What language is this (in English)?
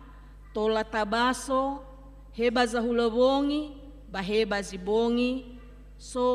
Nias